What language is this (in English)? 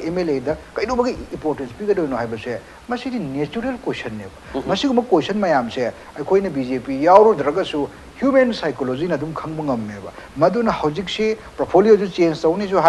Manipuri